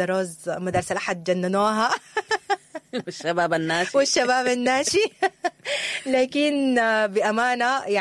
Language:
Sudanese Arabic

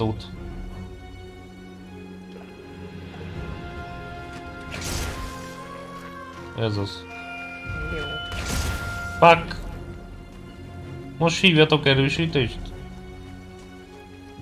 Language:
Hungarian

